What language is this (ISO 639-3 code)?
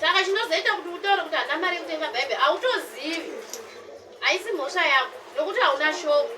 sna